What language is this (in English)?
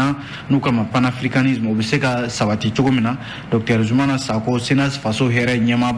Bambara